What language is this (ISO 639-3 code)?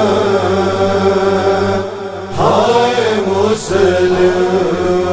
urd